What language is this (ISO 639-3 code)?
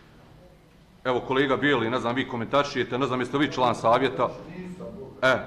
bos